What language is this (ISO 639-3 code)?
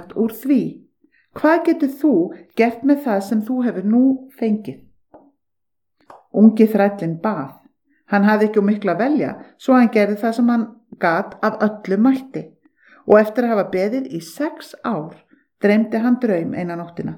isl